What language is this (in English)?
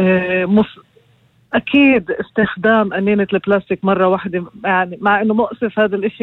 North Levantine Arabic